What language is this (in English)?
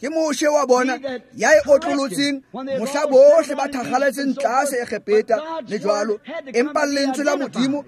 Tswana